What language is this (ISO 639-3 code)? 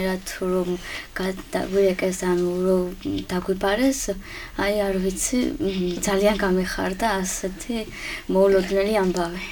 kat